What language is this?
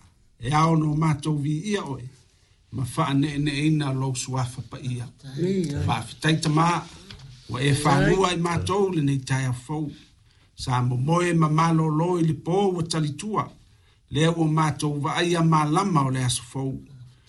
Samoan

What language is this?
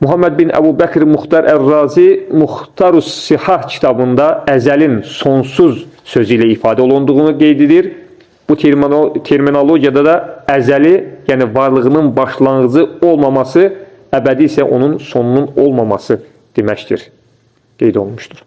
Azerbaijani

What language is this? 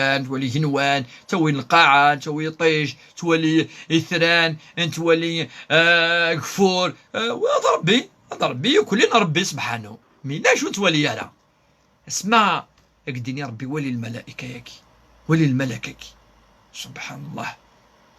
Kabyle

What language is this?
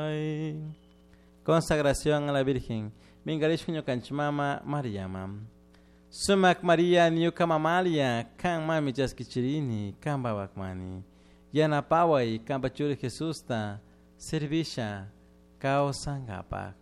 Chimborazo Highland Quichua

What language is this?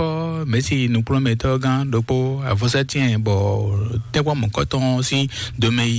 Fon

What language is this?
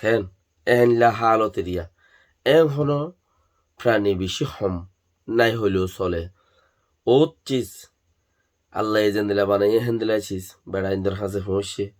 Rohingya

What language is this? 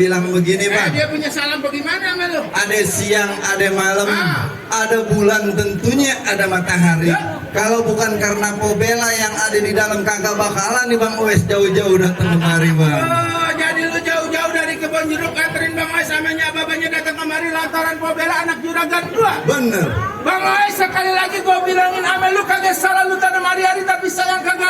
Betawi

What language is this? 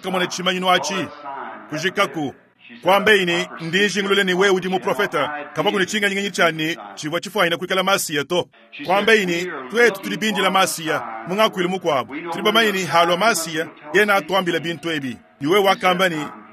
Luba-Lulua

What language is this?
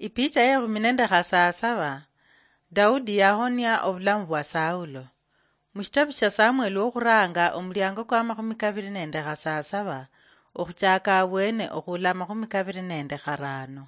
Luyia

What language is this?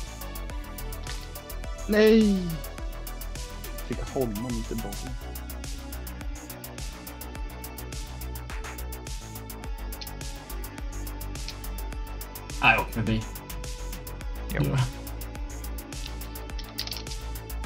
Swedish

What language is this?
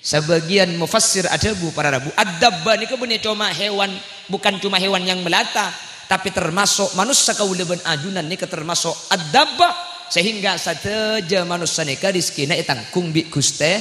Madurese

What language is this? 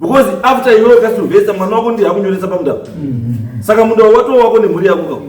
Shona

